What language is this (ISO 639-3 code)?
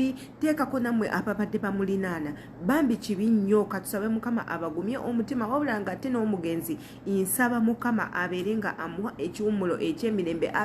lug